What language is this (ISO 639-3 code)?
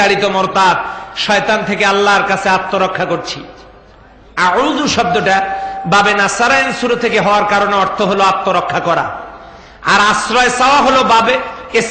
ben